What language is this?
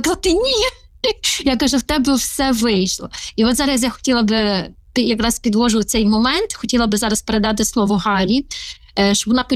Ukrainian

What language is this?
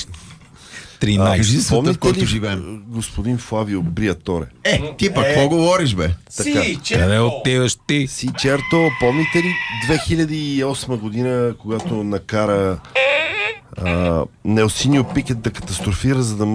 Bulgarian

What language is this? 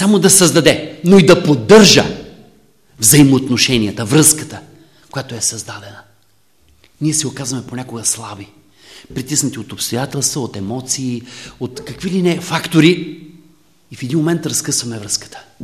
Bulgarian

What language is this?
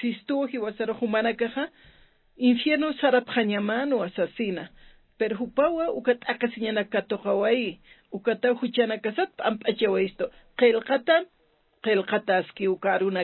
Aymara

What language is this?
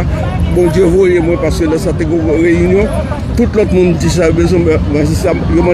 Haitian Creole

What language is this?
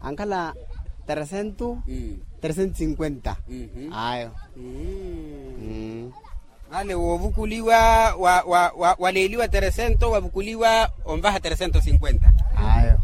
Makhuwa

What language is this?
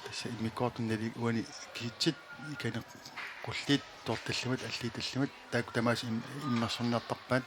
Kalaallisut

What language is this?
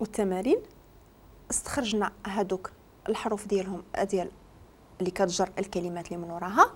Moroccan Arabic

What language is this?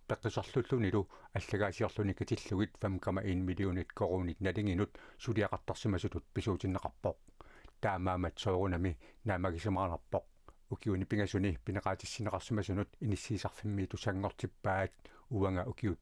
Kalaallisut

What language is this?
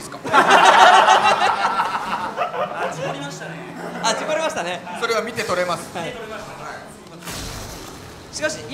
Japanese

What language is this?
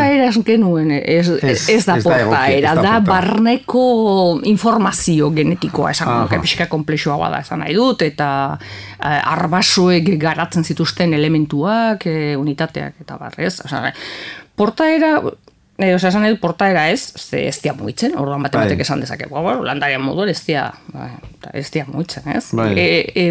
Basque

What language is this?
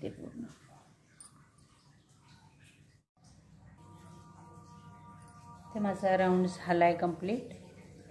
Marathi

